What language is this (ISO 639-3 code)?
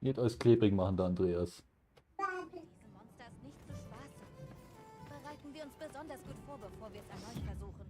bar